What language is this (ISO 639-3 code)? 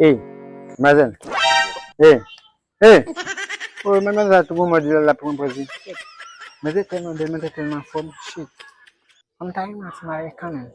hat